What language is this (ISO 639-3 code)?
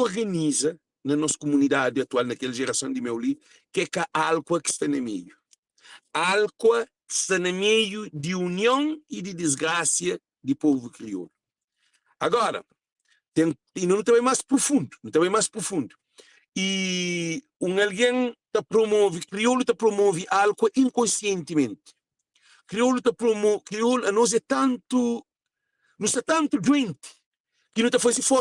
kea